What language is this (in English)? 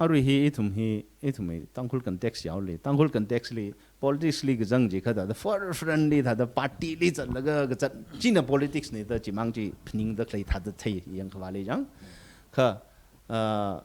Tangkhul Naga (India)